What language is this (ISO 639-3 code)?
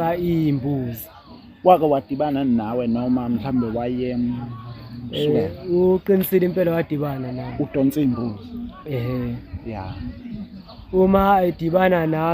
zul